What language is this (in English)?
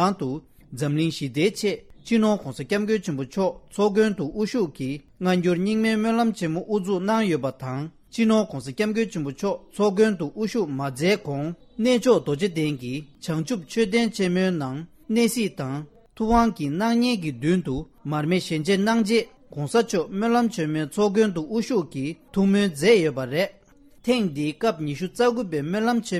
Tibetan